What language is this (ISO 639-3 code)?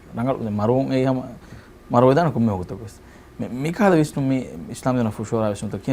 div